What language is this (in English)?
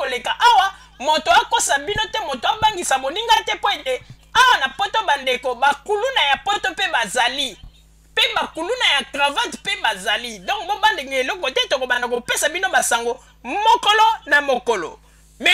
Lingala